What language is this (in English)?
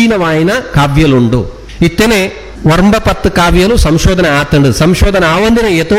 Tulu